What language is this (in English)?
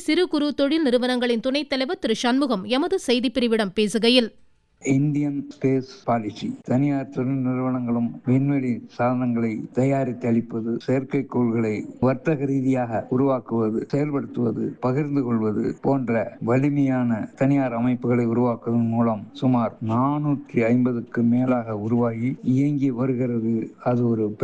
Tamil